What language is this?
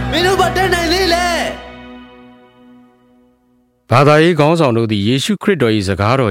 Burmese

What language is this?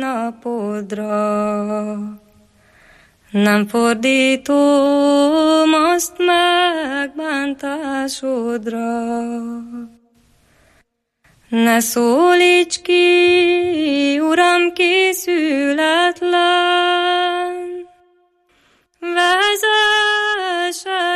Hungarian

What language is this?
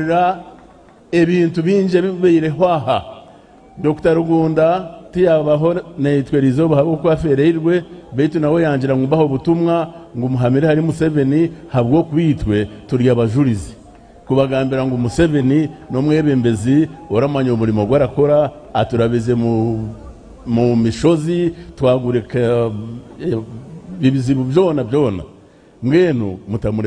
Nyankole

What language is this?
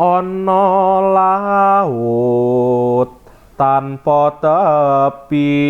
Javanese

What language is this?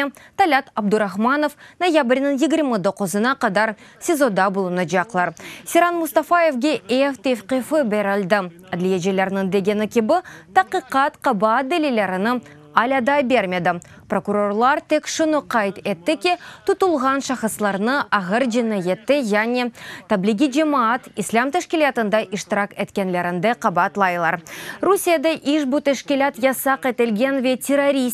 Crimean Tatar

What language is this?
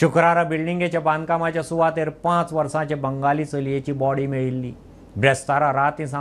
Konkani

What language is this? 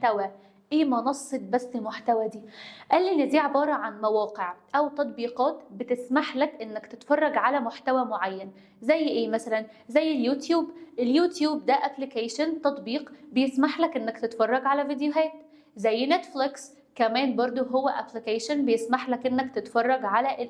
Egyptian Arabic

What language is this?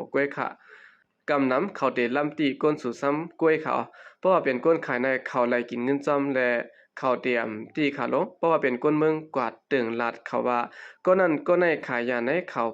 Shan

